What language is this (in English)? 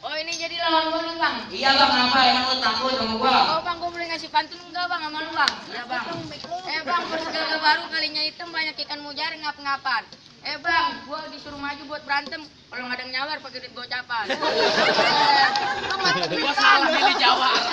Betawi